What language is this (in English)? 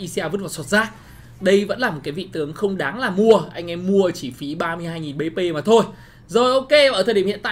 Vietnamese